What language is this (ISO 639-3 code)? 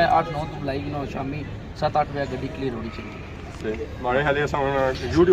phr